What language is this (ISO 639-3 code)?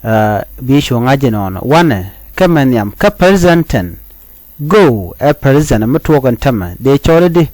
nus